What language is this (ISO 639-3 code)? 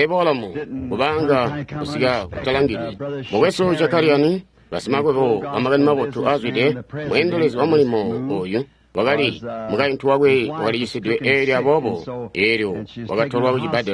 toi